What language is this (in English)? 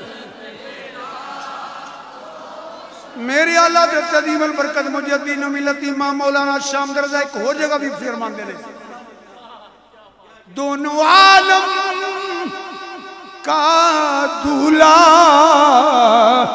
Urdu